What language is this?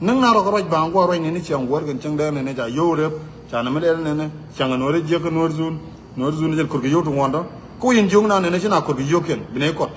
Nuer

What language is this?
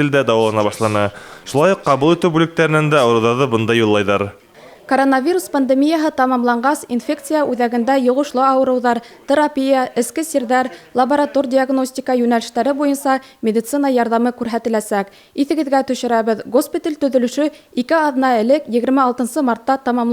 Bashkir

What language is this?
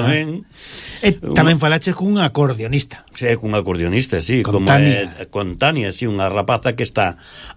Galician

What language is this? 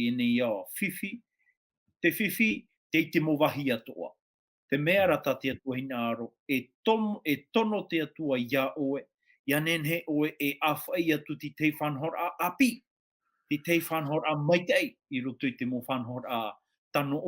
Tahitian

